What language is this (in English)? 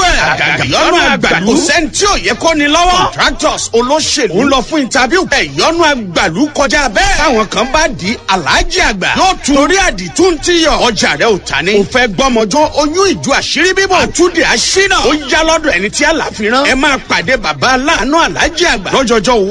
Yoruba